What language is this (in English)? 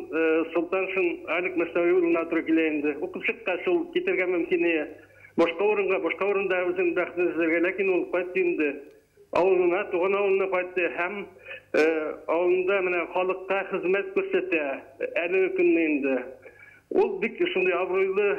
Tatar